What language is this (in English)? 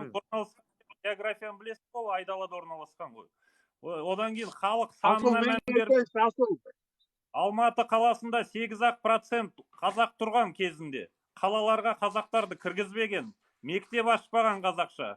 Kazakh